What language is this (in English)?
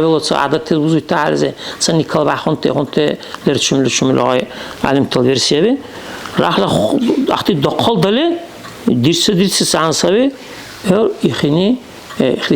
Dargwa